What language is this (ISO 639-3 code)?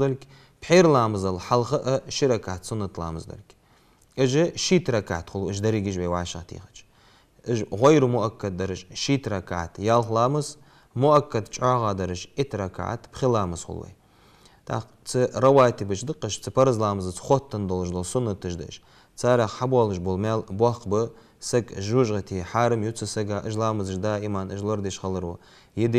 inh